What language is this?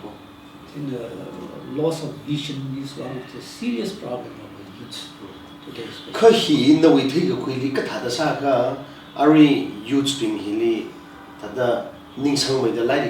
Tangkhul Naga (India)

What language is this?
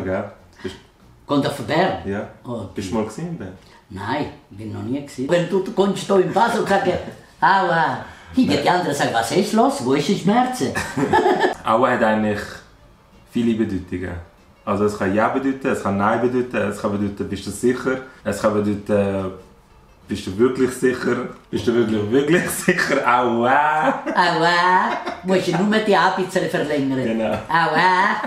Swiss German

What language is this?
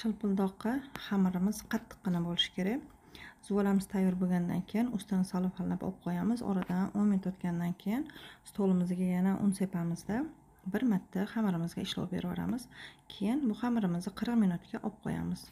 Uzbek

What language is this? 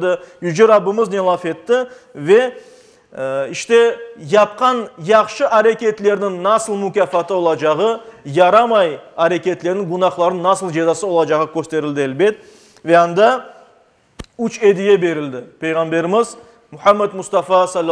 Crimean Tatar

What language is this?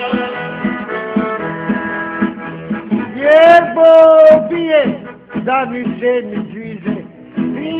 Croatian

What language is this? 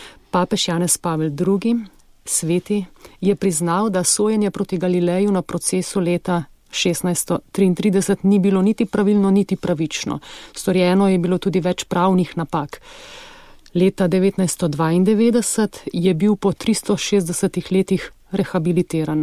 Slovenian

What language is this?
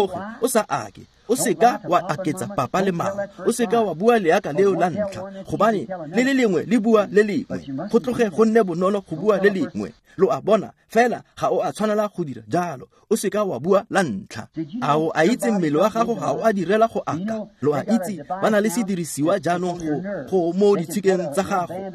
Tswana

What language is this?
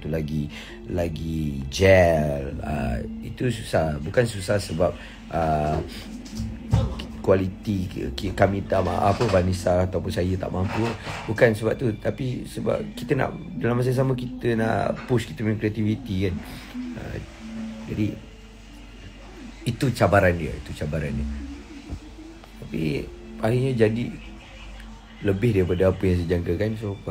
Malay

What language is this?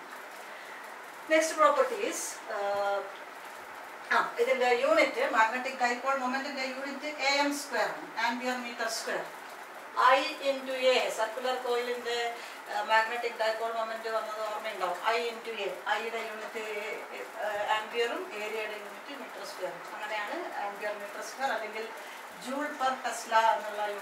Malayalam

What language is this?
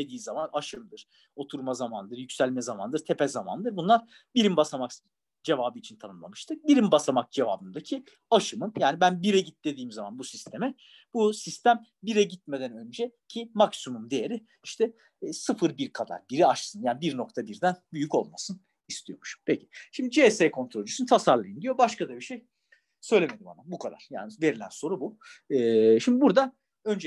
Turkish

